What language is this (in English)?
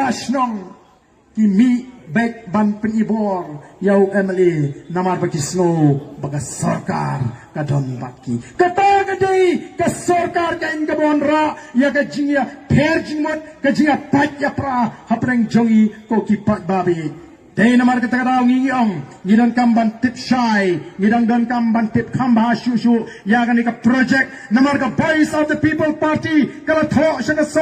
Khasi